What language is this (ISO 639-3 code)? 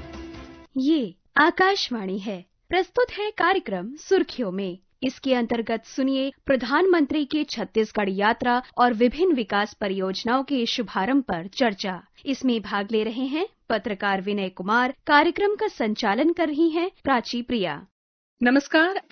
hin